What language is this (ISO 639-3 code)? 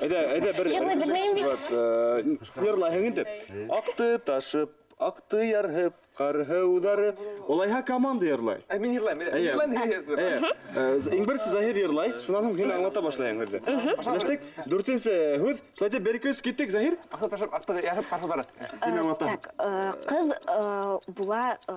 bak